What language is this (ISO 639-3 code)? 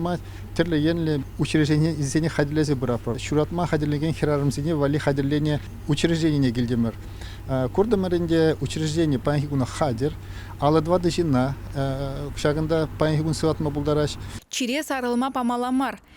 chv